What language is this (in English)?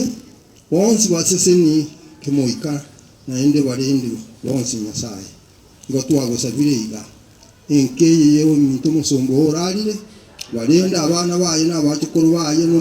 Gusii